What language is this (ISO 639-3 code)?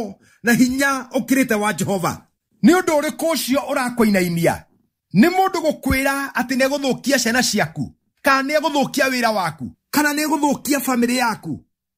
kik